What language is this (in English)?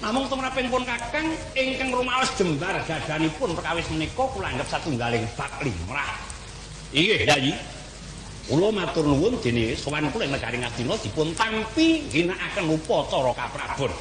Javanese